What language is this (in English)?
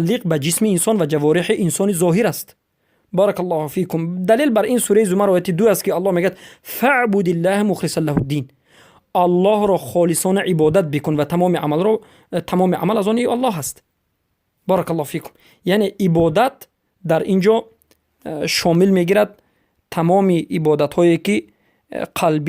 Persian